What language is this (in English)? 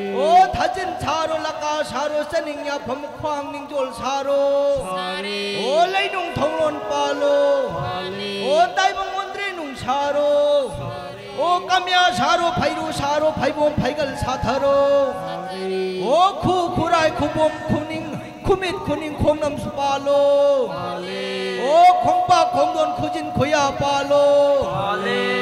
Manipuri